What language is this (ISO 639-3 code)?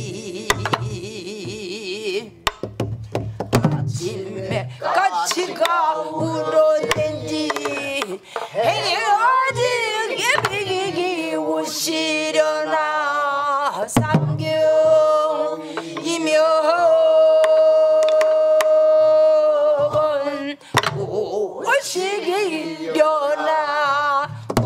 kor